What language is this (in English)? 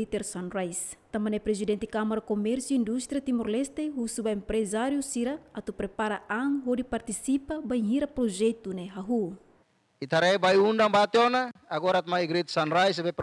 Tetum